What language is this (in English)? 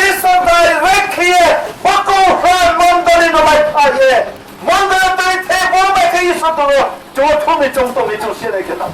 Riang (India)